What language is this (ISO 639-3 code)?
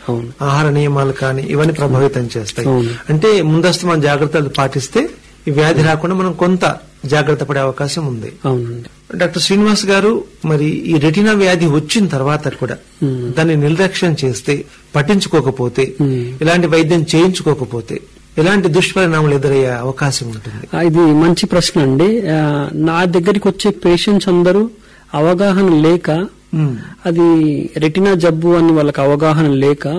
tel